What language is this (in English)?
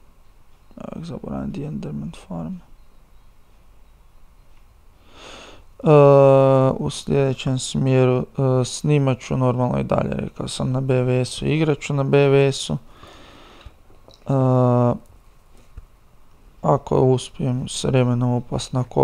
Croatian